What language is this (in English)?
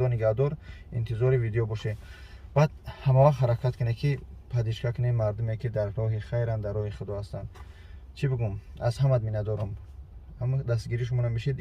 Tajik